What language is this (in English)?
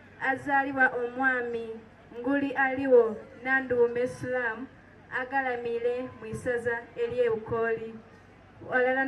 Soga